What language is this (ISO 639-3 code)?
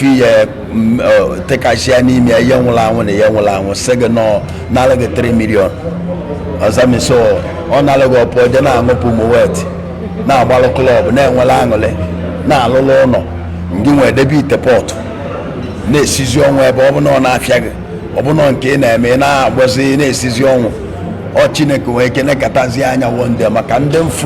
ibo